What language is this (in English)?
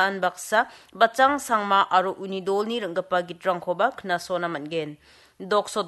Garo